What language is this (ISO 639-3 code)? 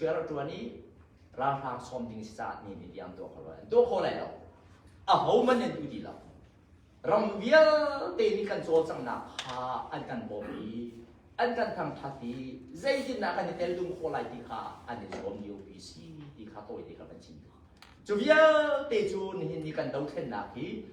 cnh